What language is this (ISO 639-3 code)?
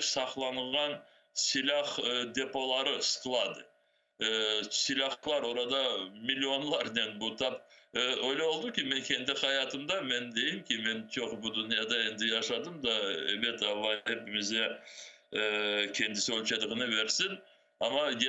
crh